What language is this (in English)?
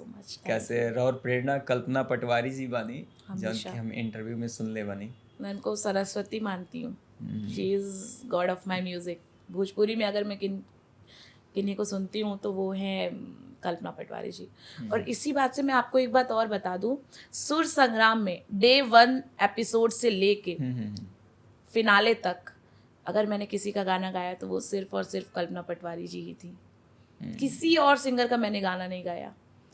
Bhojpuri